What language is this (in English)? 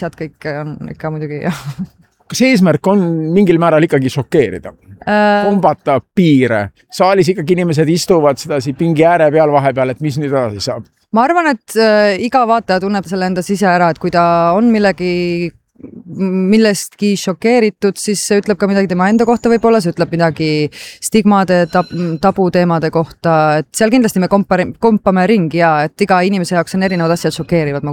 Estonian